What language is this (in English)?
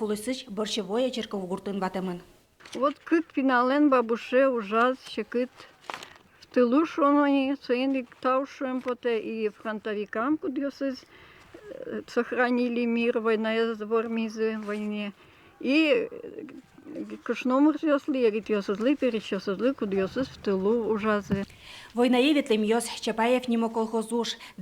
Udmurt